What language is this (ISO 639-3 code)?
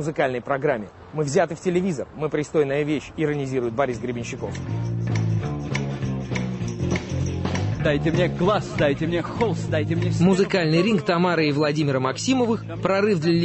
rus